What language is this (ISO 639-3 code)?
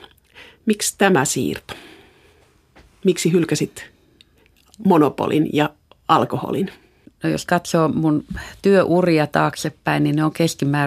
fin